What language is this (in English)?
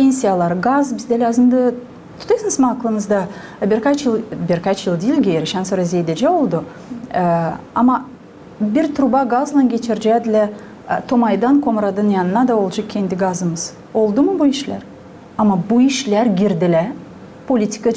Gagauz